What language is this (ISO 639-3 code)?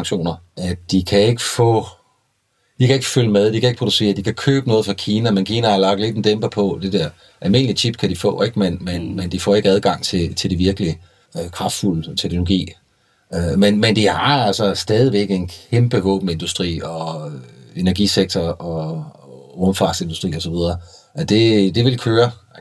dan